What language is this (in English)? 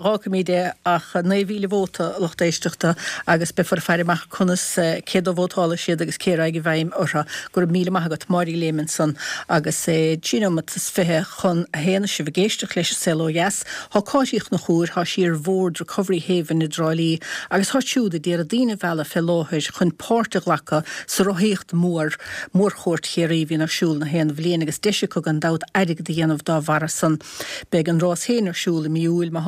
Irish